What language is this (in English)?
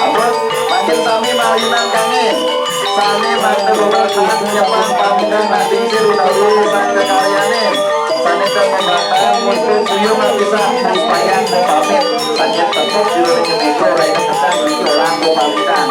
Balinese